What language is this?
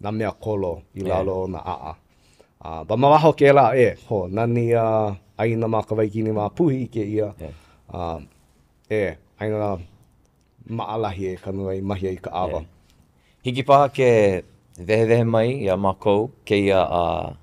Hawaiian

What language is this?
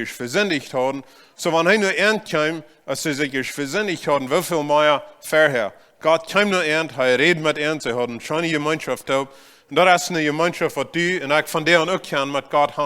Plautdietsch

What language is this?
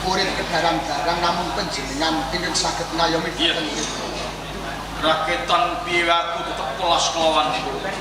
Javanese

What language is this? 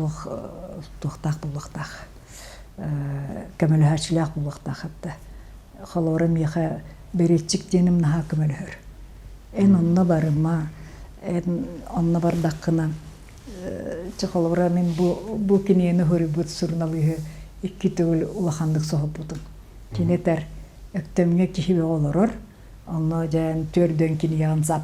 Yakut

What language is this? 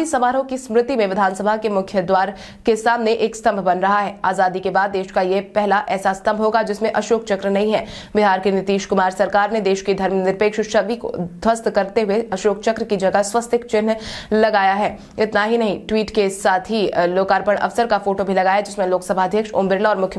Hindi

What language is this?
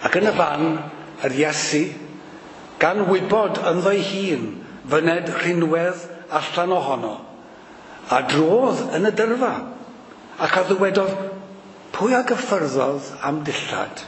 Welsh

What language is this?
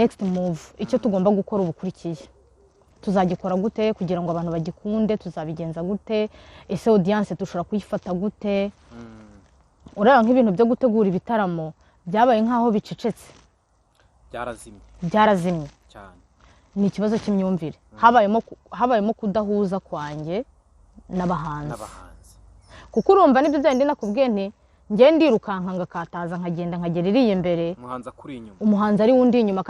Kinyarwanda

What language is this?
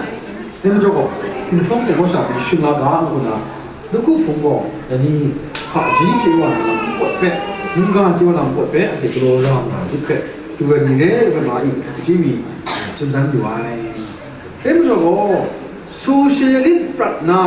Kachin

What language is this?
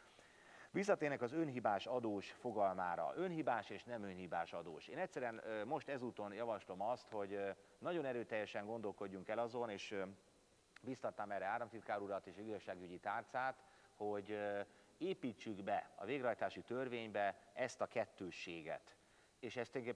Hungarian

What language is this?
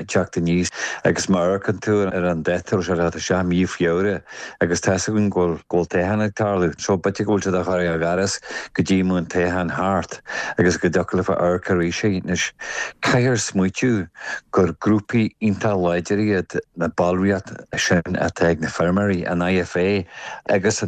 Irish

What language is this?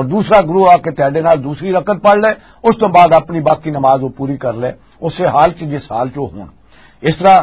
Western Panjabi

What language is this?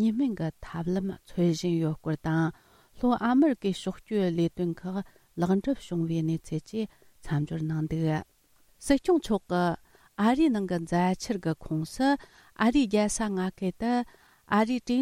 Tibetan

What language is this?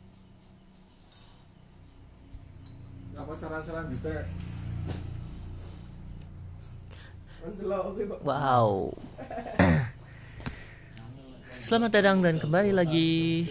Indonesian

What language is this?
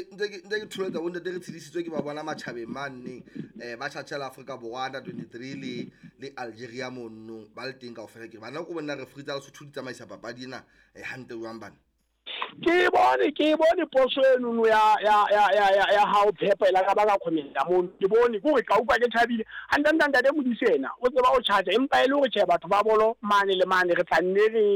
Southern Sotho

